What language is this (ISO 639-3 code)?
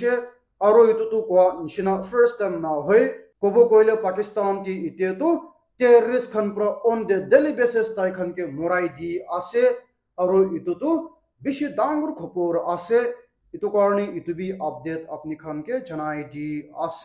nag